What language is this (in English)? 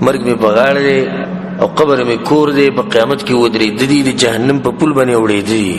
Pashto